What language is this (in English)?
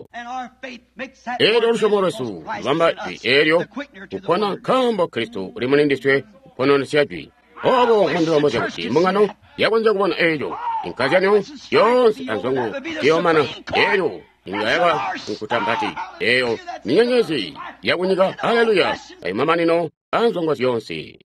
Tonga (Zambia)